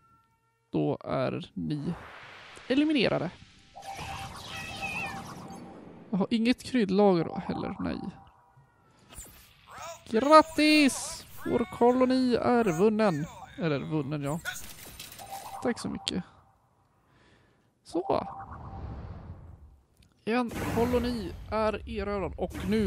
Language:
Swedish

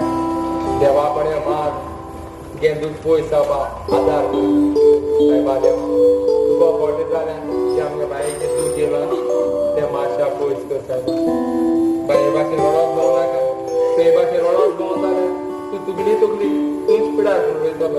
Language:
Konkani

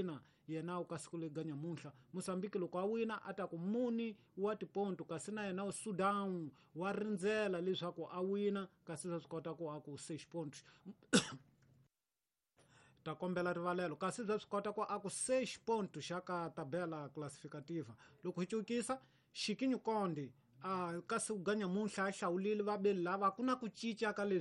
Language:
Tsonga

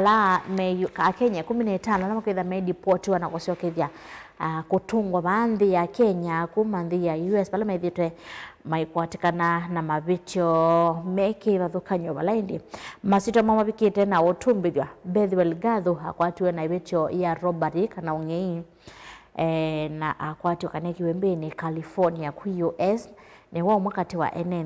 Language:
Kamba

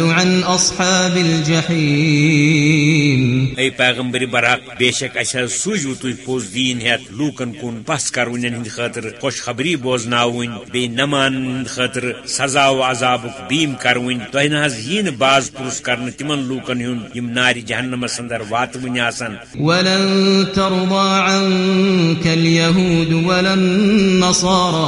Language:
Kashmiri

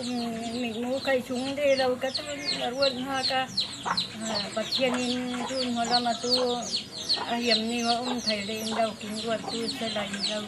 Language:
Falam Chin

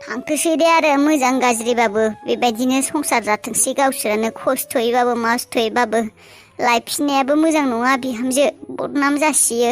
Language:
Bodo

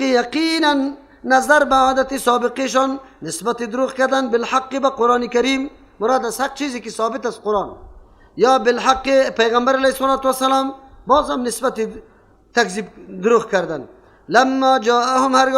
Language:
Persian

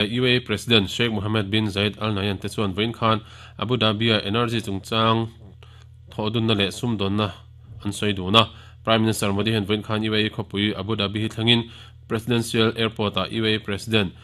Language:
Mizo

